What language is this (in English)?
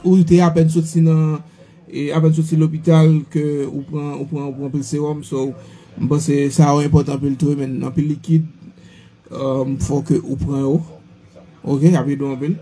Haitian Creole